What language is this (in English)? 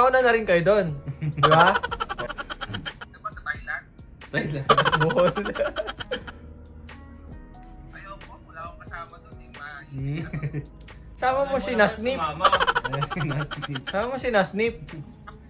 Filipino